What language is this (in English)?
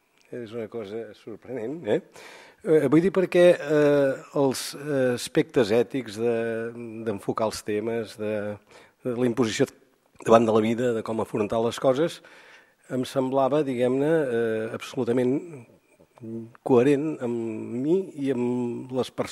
Catalan